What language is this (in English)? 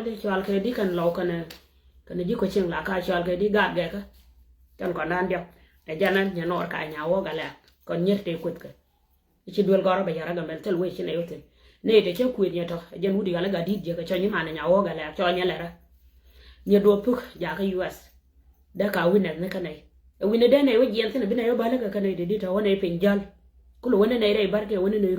Nuer